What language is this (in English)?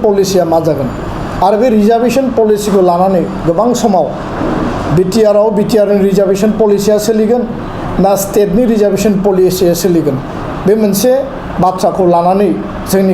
Bodo